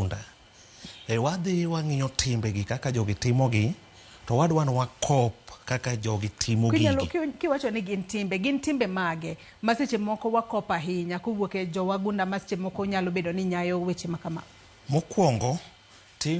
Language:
Luo (Kenya and Tanzania)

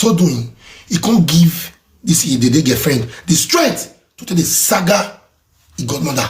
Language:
Nigerian Pidgin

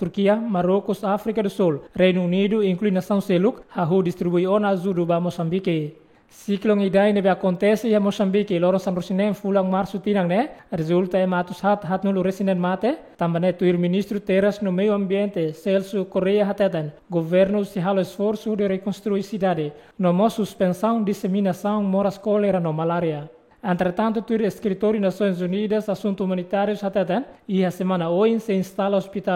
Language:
Tetum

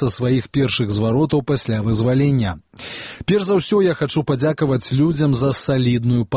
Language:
Belarusian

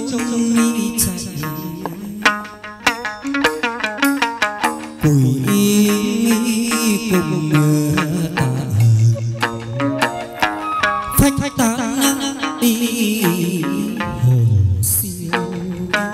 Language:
Vietnamese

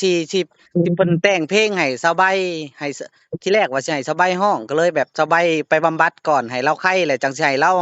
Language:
Lao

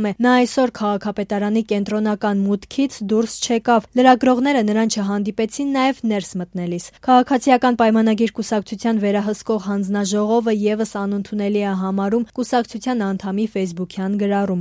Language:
Armenian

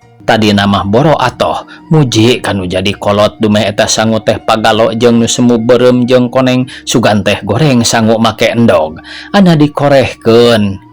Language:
Sundanese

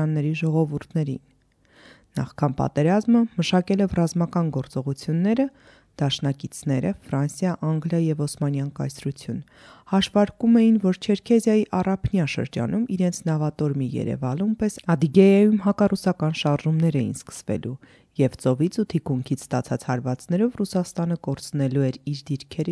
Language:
Armenian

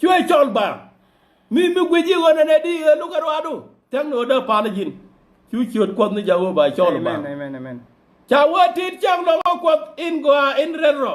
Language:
Nuer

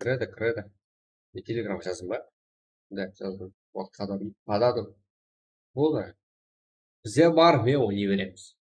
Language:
Kara-Kalpak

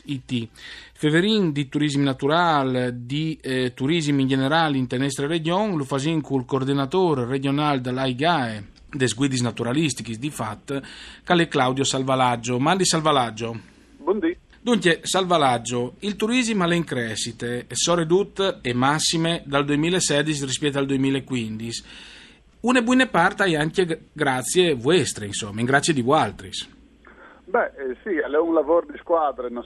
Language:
Friulian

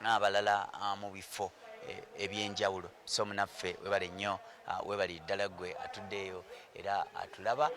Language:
Ganda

